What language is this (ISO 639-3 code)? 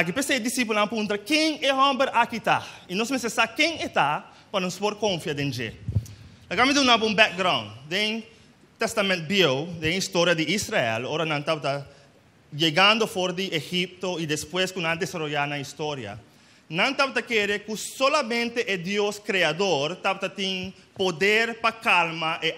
pap